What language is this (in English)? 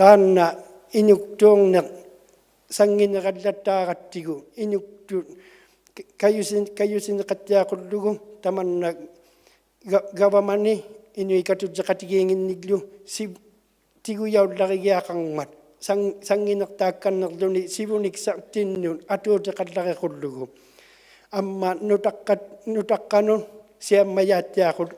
Inuktitut